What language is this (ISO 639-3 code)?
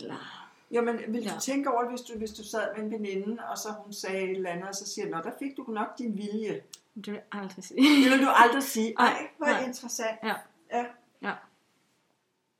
dan